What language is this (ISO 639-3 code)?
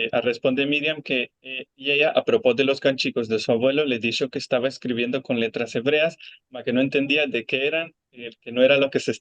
lad